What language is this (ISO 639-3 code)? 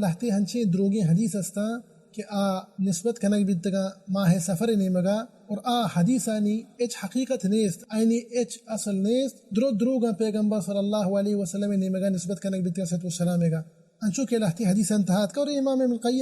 bal